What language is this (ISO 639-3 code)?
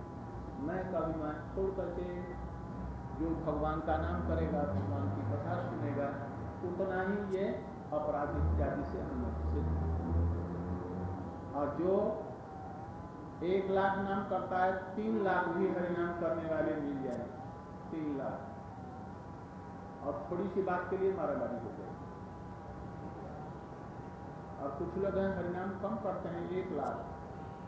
hin